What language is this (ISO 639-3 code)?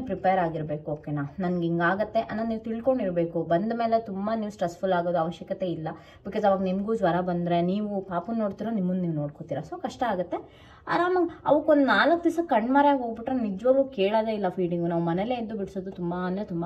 kan